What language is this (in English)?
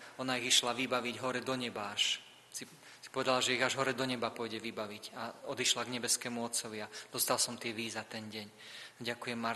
Slovak